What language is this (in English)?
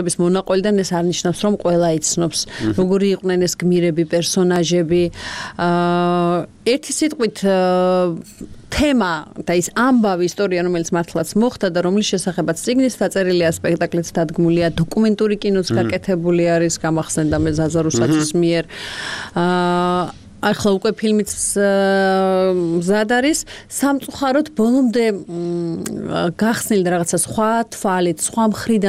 Georgian